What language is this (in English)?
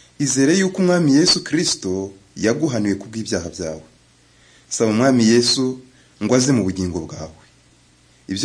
Kinyarwanda